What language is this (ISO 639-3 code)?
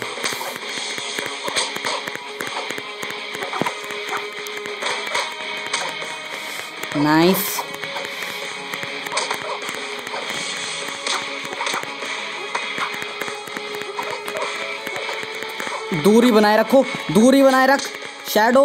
hin